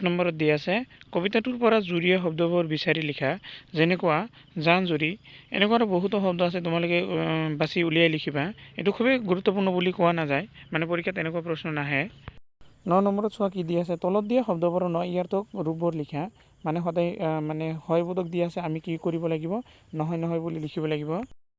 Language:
Assamese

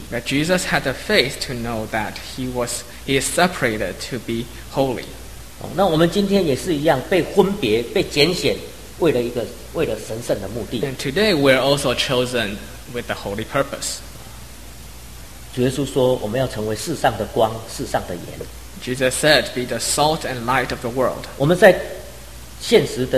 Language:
Chinese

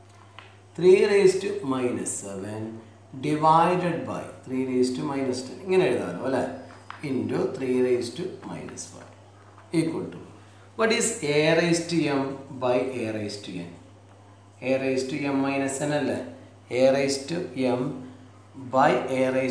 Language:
Malayalam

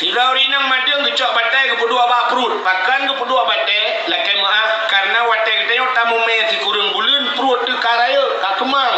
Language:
Achinese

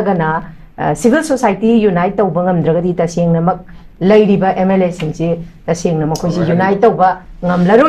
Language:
Manipuri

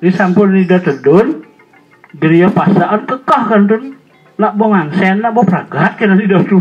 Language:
Balinese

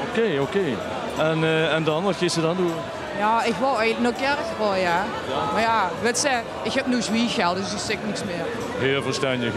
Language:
Limburgish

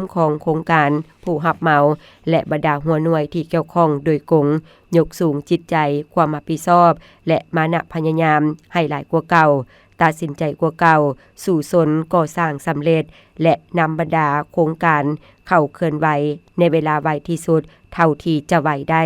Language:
Lao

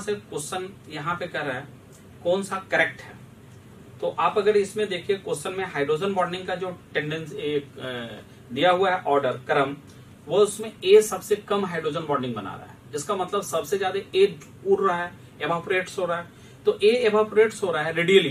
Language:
Hindi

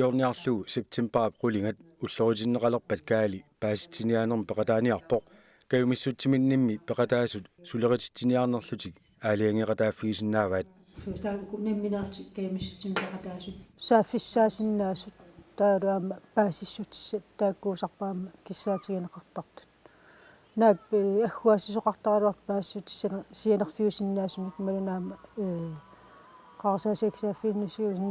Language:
Kalaallisut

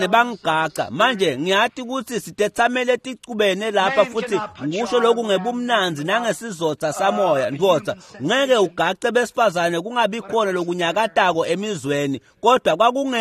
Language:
Swati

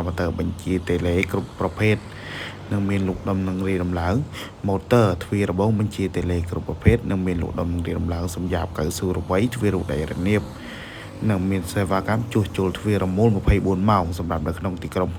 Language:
Khmer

